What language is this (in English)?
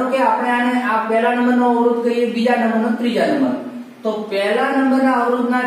Gujarati